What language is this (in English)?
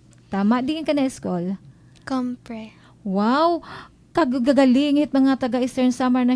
Waray